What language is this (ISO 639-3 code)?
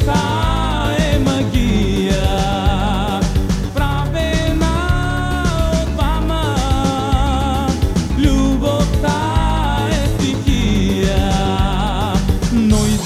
bul